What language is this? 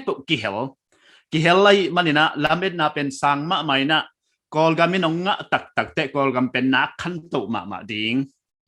Paite Chin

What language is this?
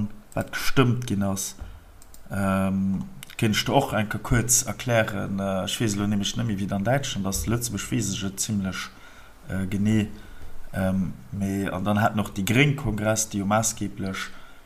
Luxembourgish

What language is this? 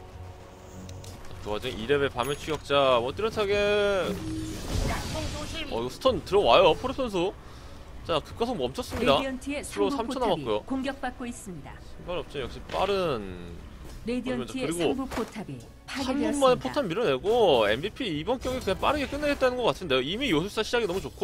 Korean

